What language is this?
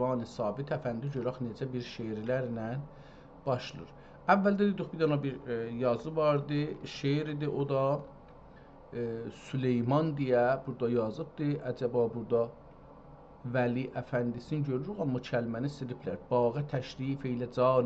South Azerbaijani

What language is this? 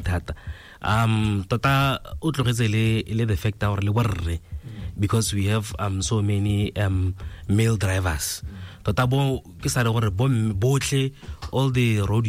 Tswana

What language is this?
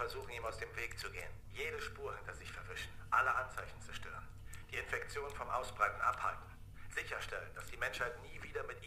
Bavarian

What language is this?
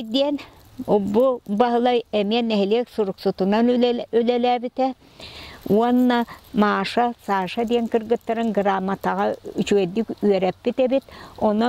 Yakut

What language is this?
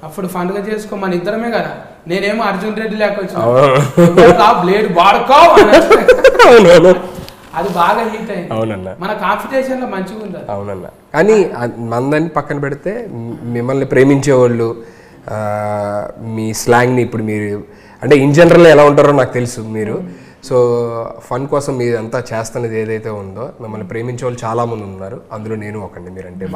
Telugu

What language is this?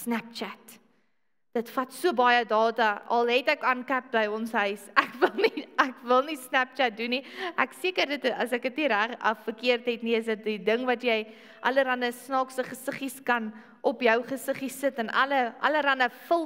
Afrikaans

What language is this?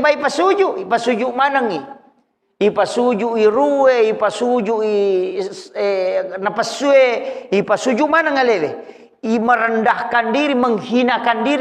Buginese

